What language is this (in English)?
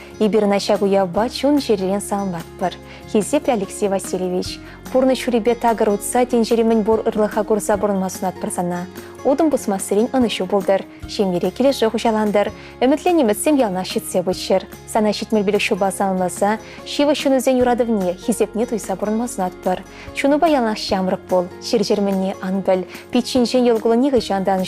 Chuvash